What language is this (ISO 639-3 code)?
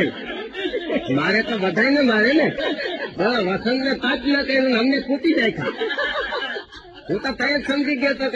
guj